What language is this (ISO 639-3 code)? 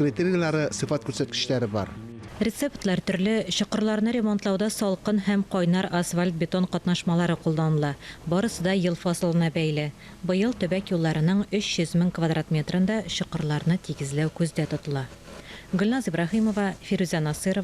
tat